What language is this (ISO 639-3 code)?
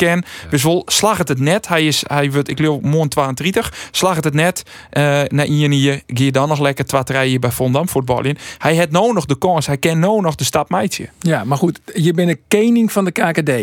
fry